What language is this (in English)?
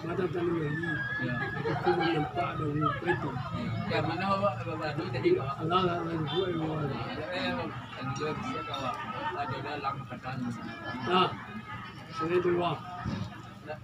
Minangkabau